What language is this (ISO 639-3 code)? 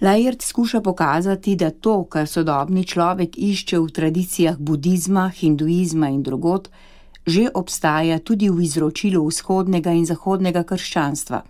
slv